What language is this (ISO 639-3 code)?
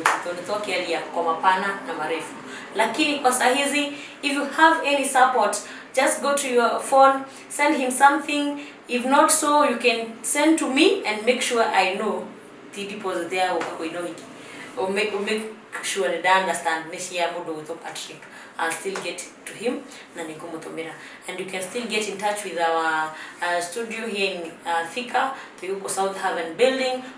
kik